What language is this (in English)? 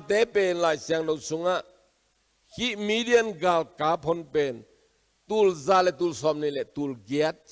Tedim Chin